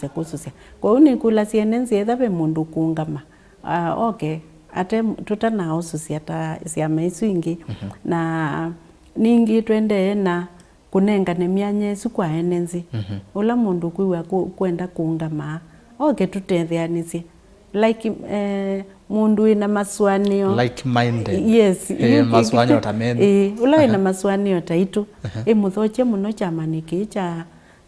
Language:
Kamba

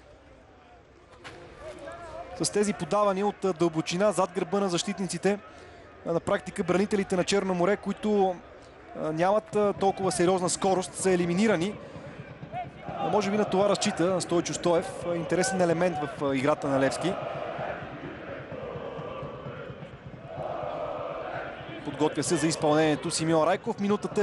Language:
Bulgarian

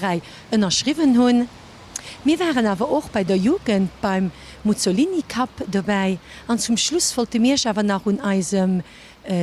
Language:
Luxembourgish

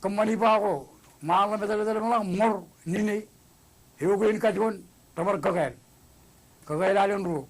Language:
Marshallese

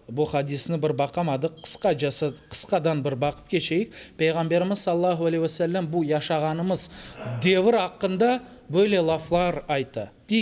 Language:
Crimean Tatar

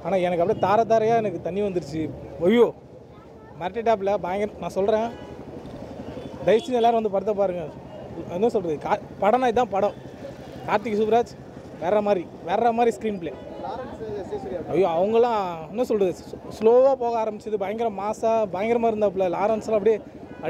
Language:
Tamil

